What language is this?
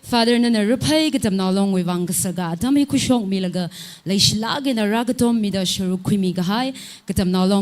Tangkhul Naga (India)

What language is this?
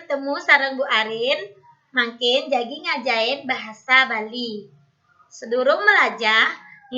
Balinese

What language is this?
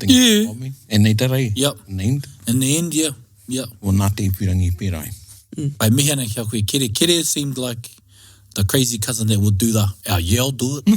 Māori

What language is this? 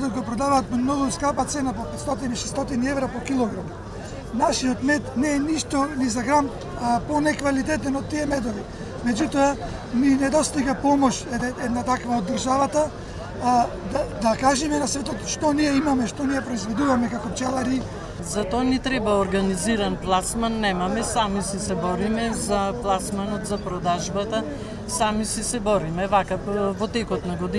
Macedonian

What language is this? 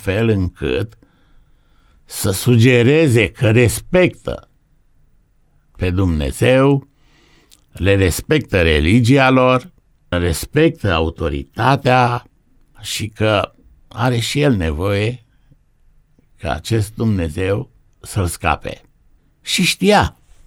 Romanian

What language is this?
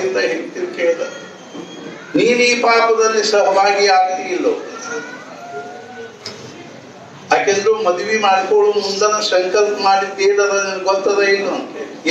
Kannada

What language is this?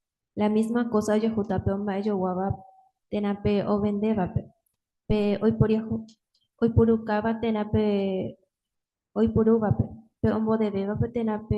Guarani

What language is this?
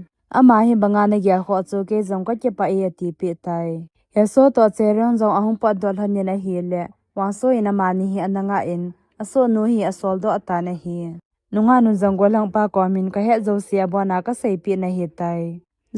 Thado Chin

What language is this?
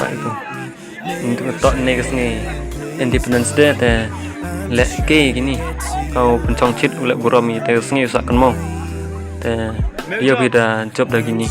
Khasi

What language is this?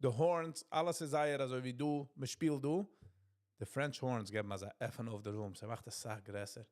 Yiddish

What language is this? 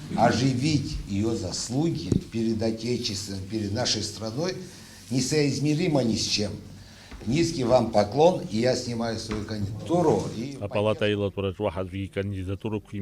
Abkhazian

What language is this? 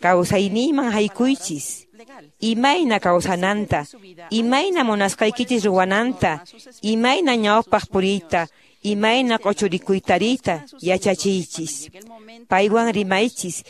Quechua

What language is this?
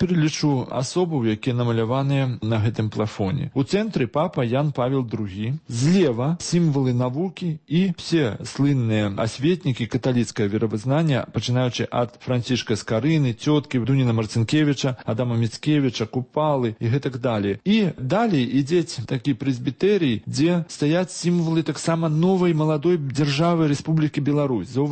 Belarusian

